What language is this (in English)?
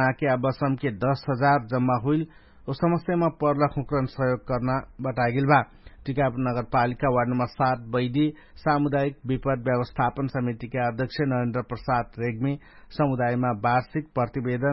Dangaura Tharu